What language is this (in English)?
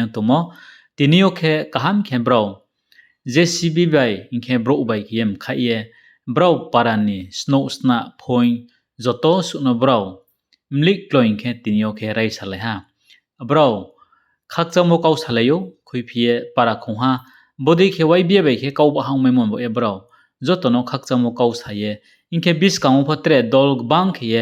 Riang (India)